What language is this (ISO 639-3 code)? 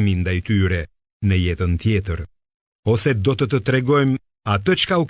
sqi